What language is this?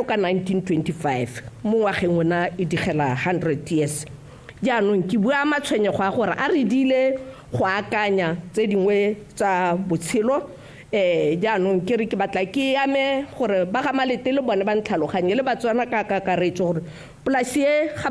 Tswana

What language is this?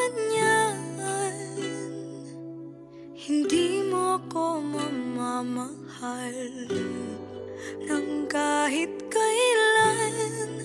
Filipino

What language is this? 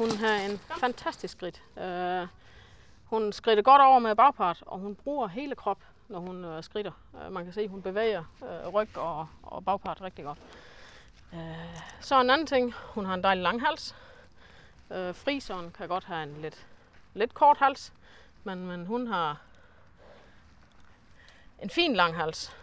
Danish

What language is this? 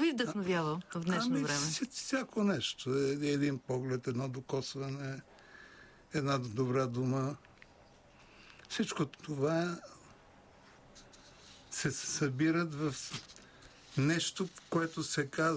Bulgarian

